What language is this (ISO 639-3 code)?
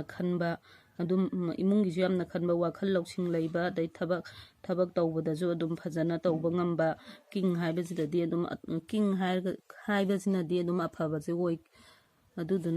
mni